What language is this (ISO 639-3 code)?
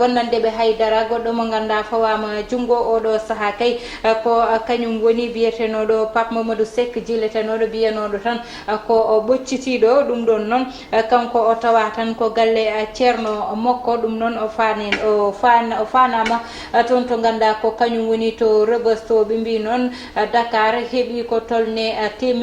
ful